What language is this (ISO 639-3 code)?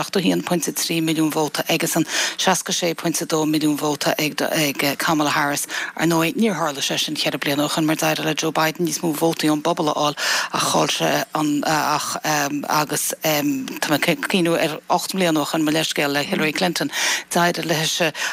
gle